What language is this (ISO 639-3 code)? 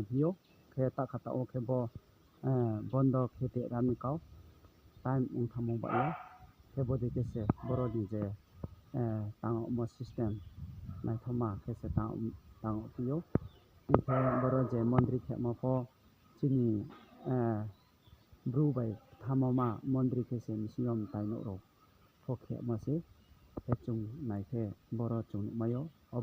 ria